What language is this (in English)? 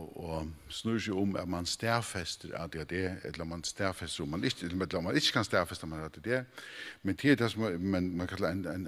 Faroese